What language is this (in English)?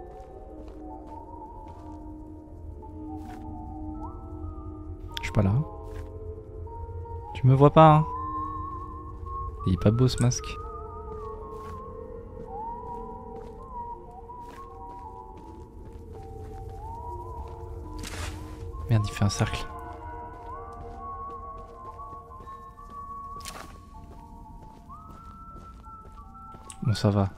French